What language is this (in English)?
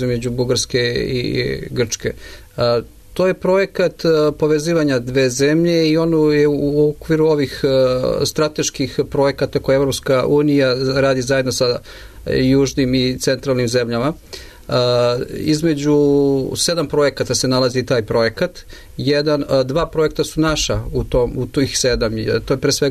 Serbian